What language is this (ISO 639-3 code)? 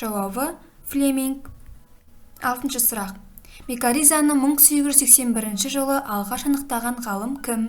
kaz